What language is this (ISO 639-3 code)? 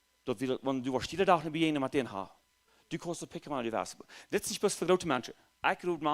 pdt